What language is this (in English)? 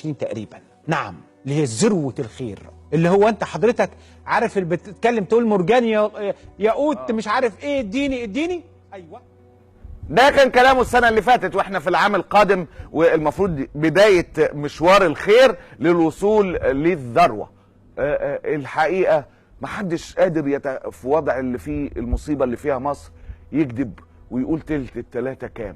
Egyptian Arabic